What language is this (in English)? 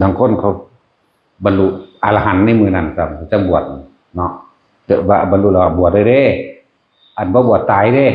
Northeastern Thai